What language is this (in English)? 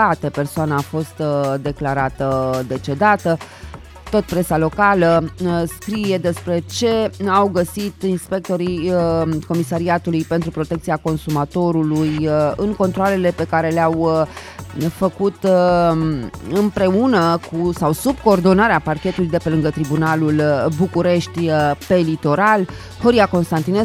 Romanian